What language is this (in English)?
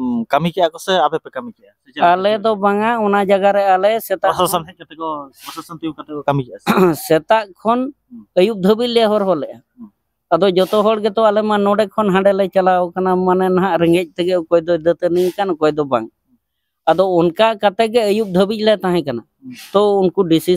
Santali